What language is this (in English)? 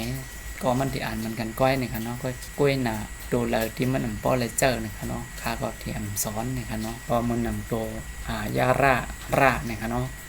Shan